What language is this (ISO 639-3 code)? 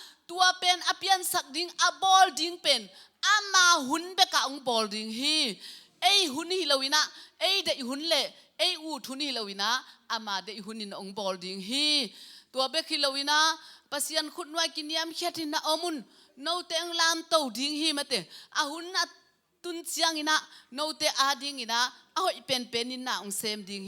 ctd